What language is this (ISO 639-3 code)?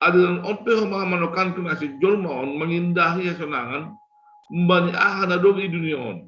bts